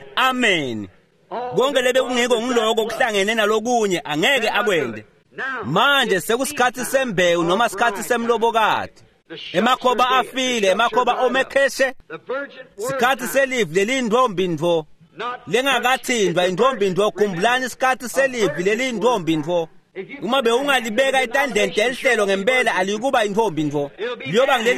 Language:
Swati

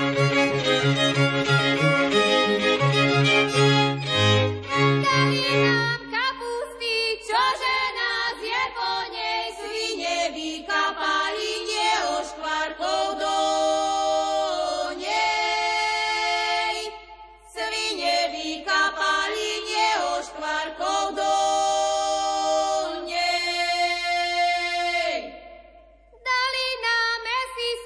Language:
Slovak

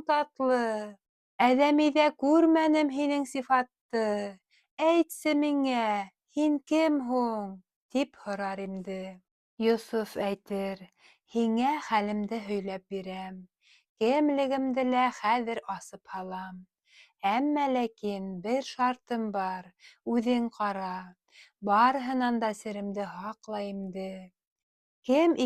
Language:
Bashkir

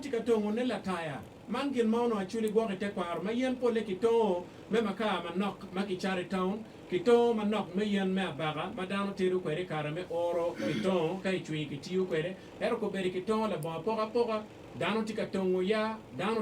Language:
Acoli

